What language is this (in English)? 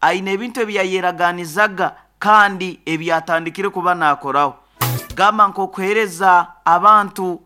Nyoro